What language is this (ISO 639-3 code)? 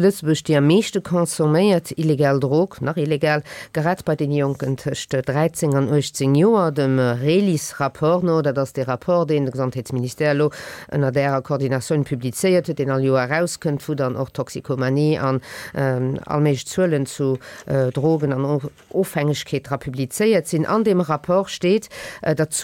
ltz